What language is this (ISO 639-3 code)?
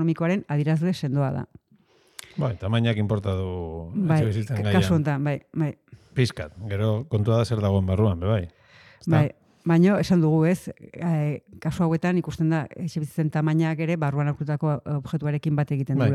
eus